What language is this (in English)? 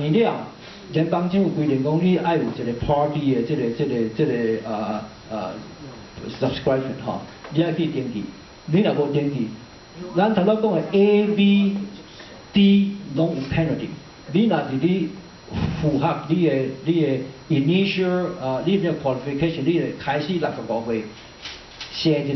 Min Nan Chinese